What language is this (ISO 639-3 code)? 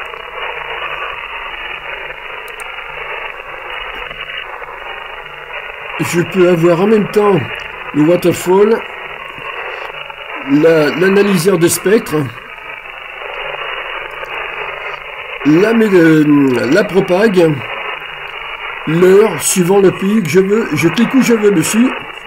fra